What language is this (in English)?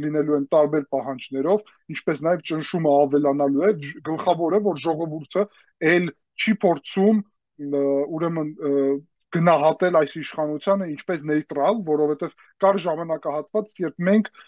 Armenian